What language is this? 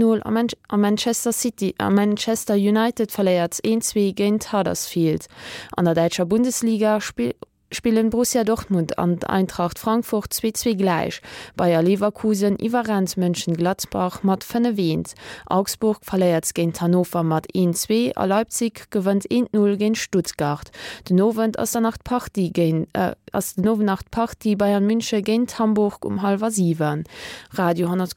Luxembourgish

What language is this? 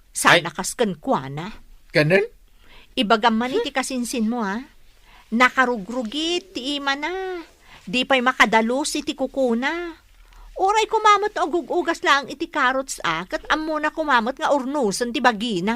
Iloko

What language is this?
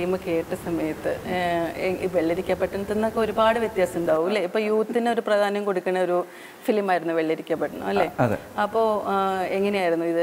Malayalam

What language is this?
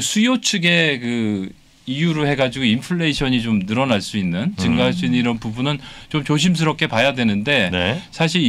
Korean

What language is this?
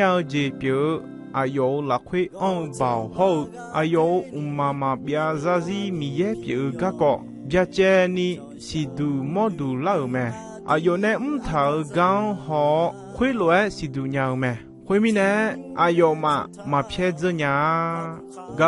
Akha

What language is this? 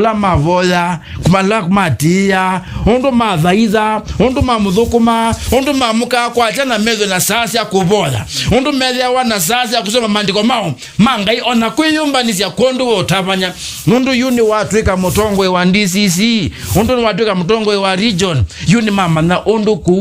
Kamba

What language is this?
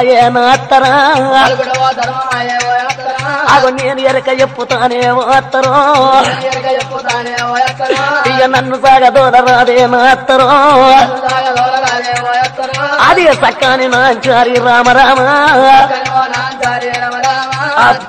Telugu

